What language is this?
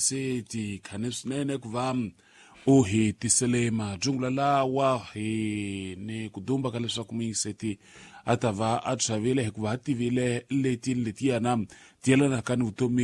Tsonga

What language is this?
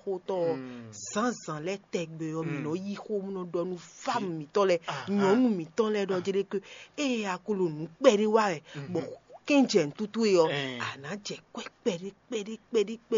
Fon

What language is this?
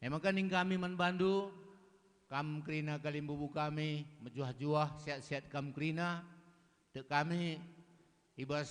Batak Karo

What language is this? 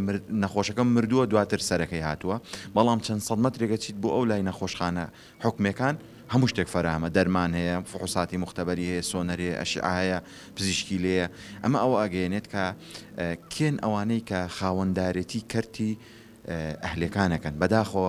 Central Kurdish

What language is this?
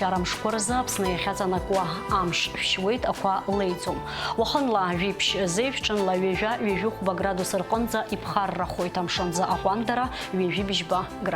Abkhazian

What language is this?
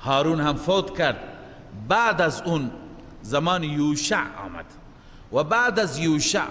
Persian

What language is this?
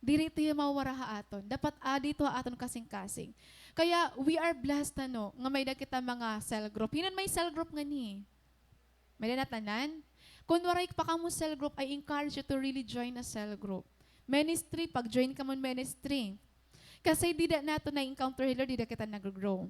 Waray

